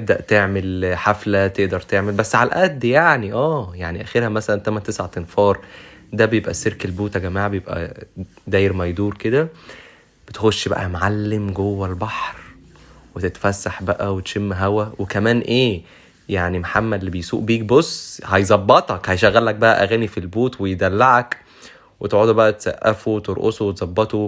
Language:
Egyptian Arabic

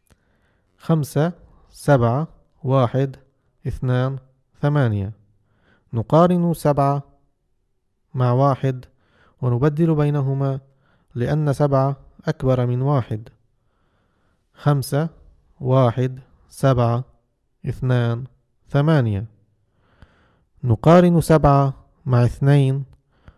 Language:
Arabic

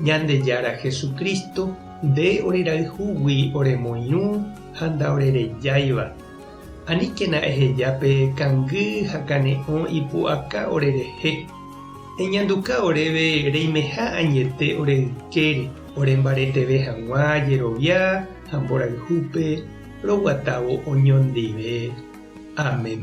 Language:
Guarani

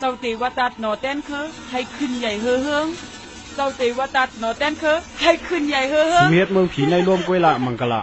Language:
Shan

